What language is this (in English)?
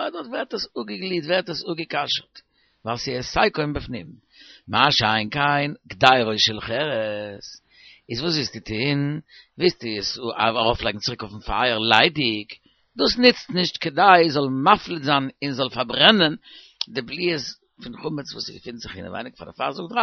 Yiddish